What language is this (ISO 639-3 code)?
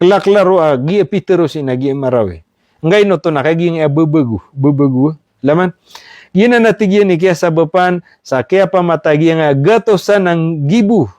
mrw